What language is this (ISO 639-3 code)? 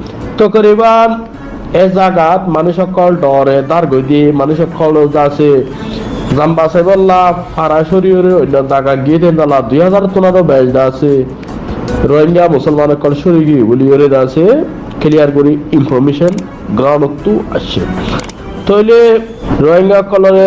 rhg